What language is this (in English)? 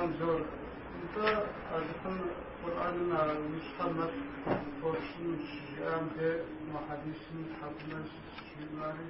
Kabardian